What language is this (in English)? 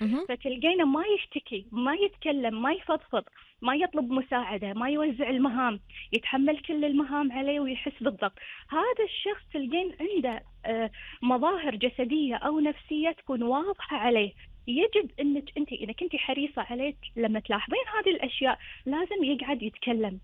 Gulf Arabic